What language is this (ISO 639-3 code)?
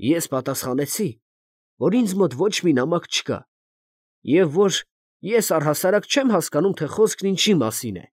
hye